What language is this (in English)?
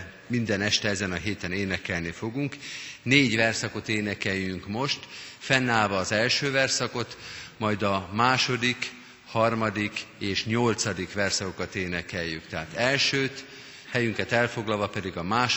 Hungarian